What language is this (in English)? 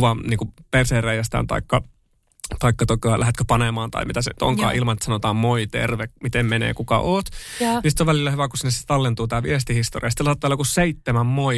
Finnish